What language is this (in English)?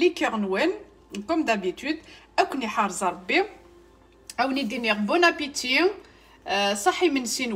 Kabyle